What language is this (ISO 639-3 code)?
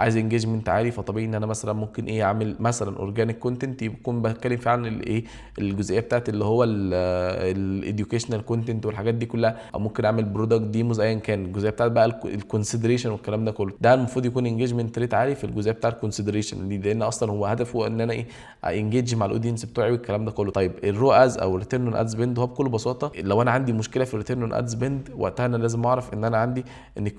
arz